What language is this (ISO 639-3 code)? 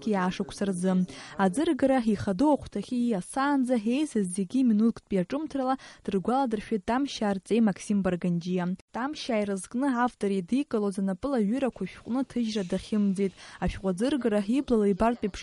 abk